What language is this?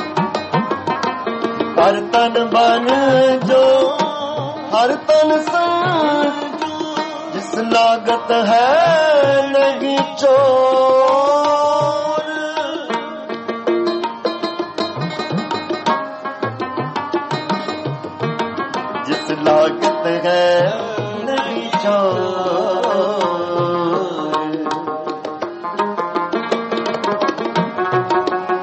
Hindi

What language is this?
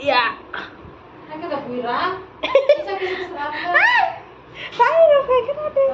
Kok Borok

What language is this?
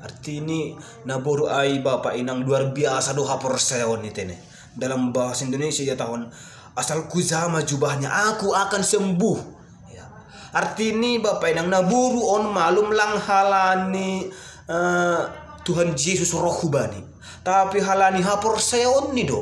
Batak Simalungun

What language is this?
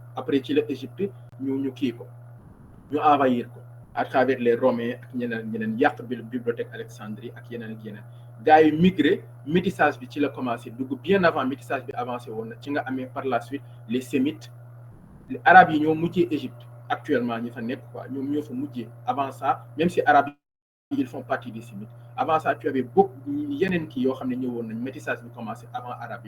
Wolof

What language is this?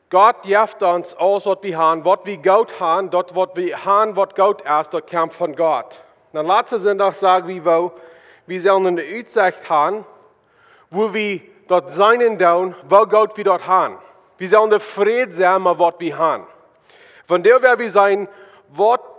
Plautdietsch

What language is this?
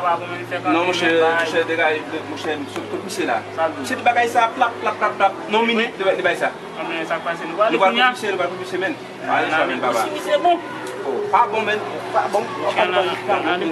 Haitian Creole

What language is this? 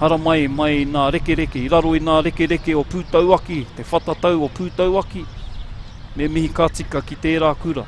Māori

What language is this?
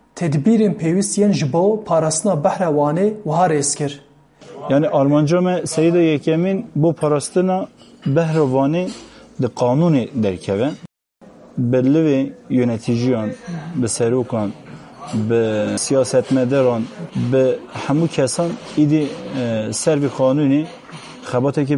Kurdish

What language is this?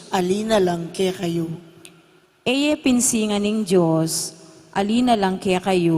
Pampanga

